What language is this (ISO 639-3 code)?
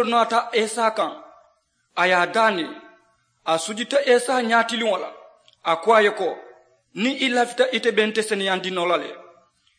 man